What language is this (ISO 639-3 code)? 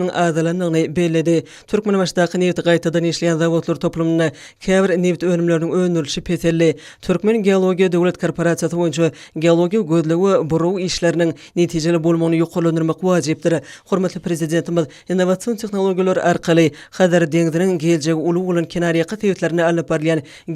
tuk